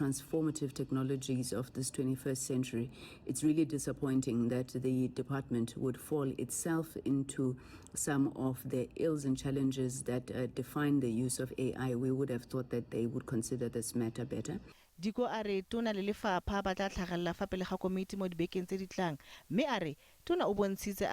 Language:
Tswana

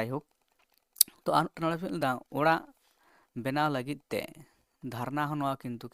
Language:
Santali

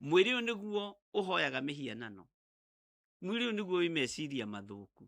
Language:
Kikuyu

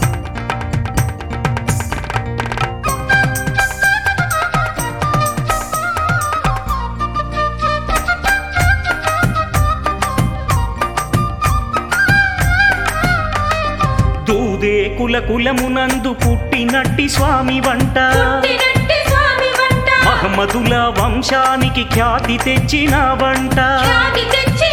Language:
Telugu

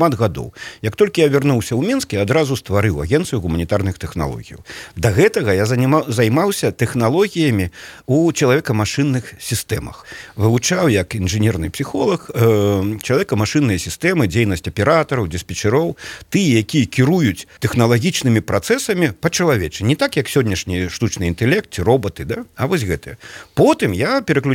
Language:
Belarusian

